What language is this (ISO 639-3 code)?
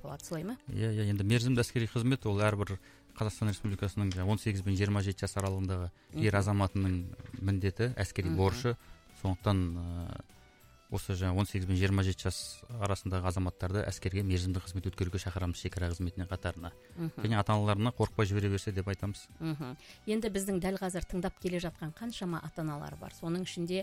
kaz